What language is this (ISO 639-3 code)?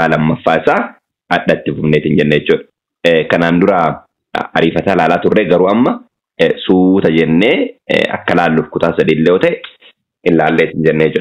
orm